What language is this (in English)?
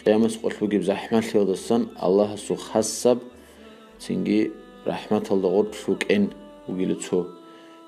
Avaric